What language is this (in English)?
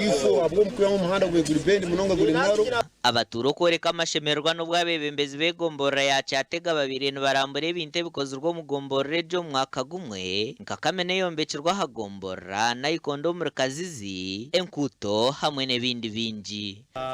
Nyankole